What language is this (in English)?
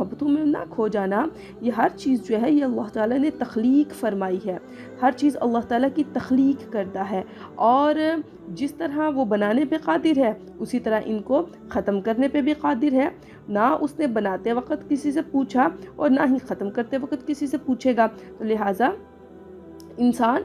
Urdu